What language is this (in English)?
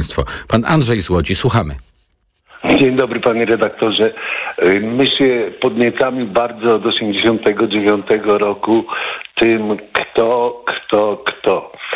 Polish